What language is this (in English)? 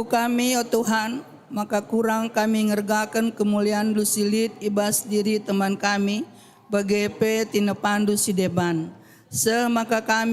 Batak Karo